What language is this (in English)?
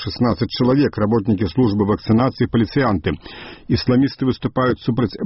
Belarusian